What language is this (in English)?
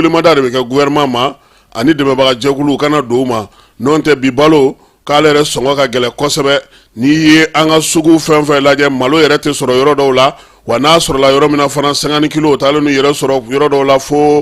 Bambara